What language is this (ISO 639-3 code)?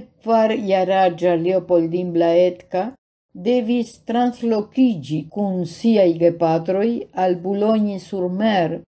epo